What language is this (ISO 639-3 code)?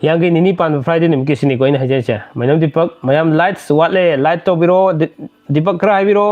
mni